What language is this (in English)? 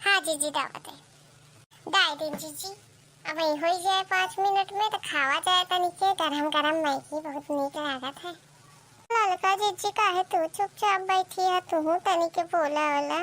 Awadhi